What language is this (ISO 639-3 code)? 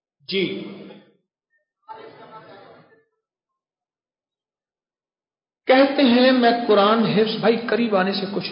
urd